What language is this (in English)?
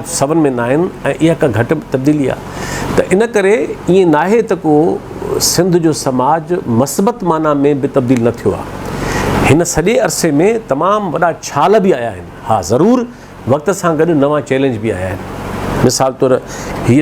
Sindhi